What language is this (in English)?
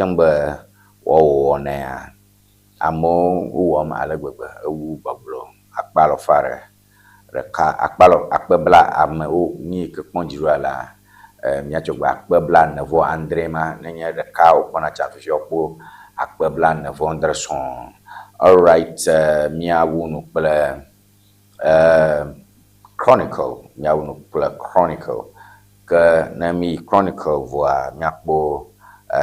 Ewe